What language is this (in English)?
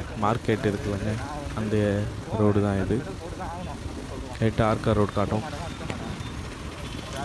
Tamil